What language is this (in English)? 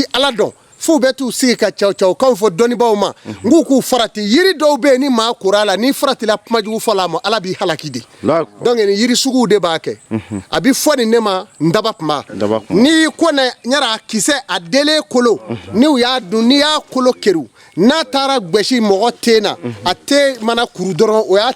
Bambara